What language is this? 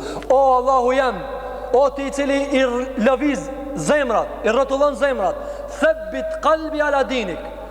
Albanian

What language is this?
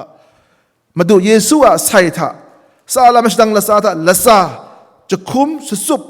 Kachin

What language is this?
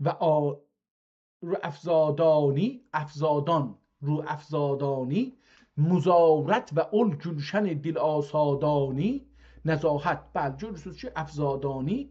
South Azerbaijani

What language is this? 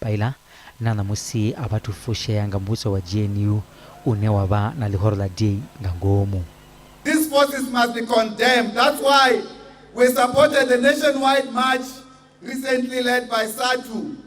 Venda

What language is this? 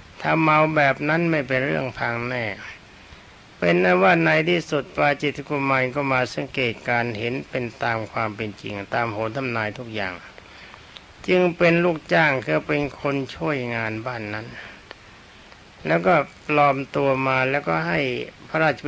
Thai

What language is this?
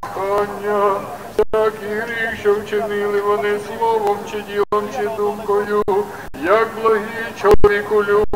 Ukrainian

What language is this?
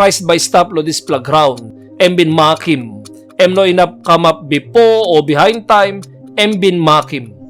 Tok Pisin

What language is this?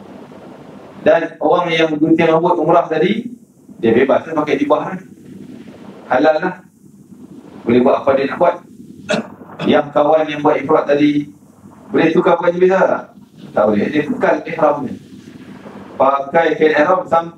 Malay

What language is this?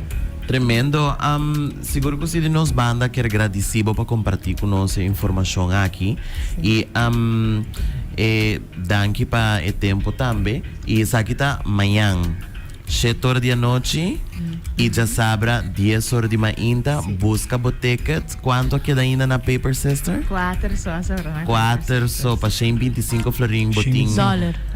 Papiamento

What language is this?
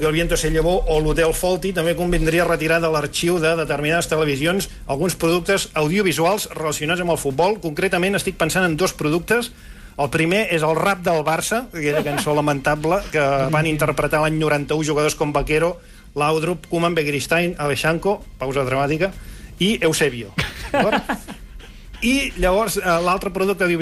Catalan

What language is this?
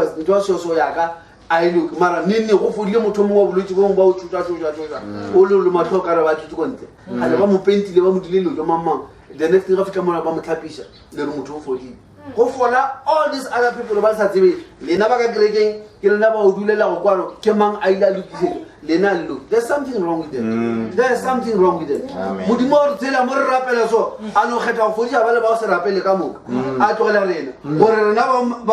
Northern Sotho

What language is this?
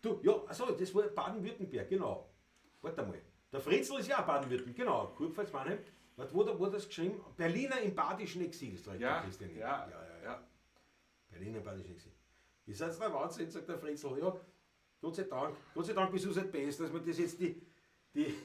Bavarian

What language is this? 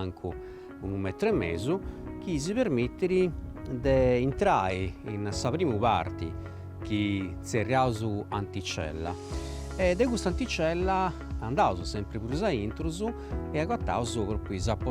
Sardinian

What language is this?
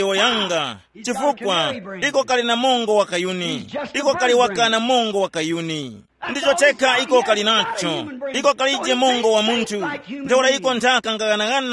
Tumbuka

